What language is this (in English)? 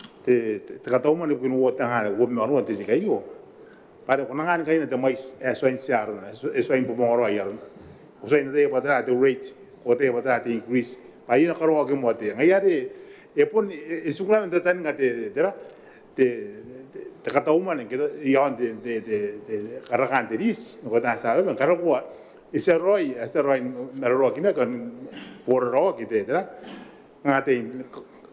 Gilbertese